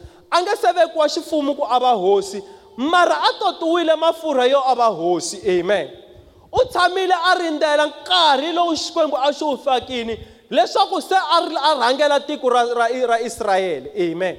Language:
Tsonga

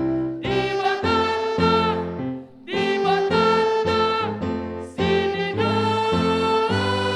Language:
Batak Karo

